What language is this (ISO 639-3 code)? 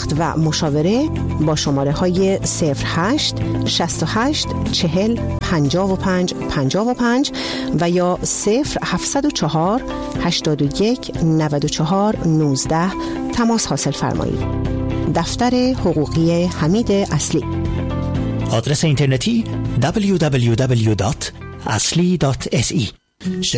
fas